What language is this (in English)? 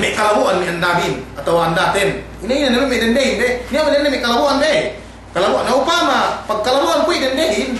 Yakan